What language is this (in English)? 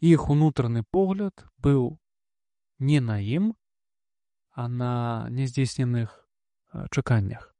Belarusian